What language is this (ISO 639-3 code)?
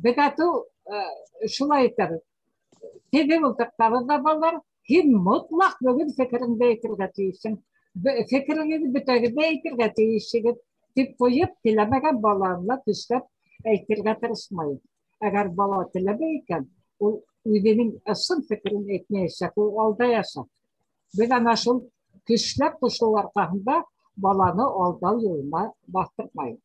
bak